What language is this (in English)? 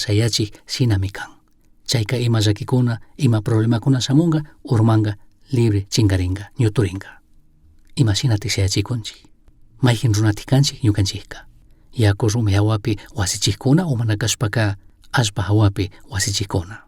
Chimborazo Highland Quichua